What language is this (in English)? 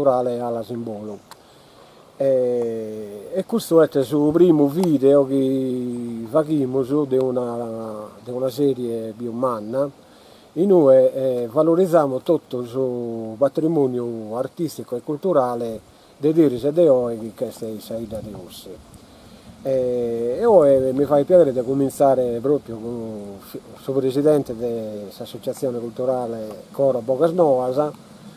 Sardinian